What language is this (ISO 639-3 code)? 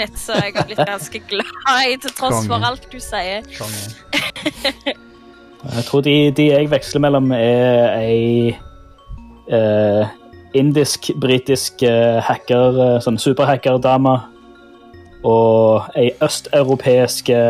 nor